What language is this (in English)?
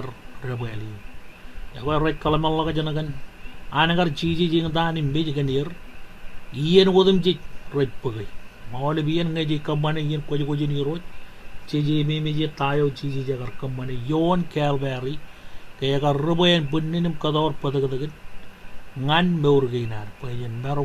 Marshallese